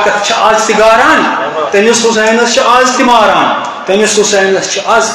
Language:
Kashmiri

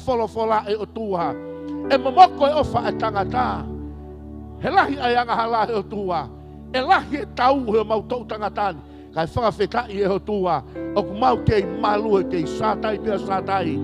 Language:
Tongan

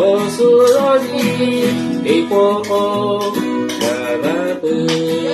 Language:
Lahu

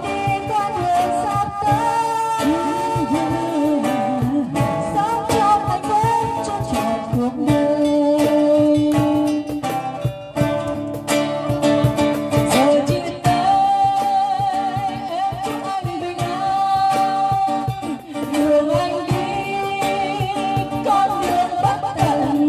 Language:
Vietnamese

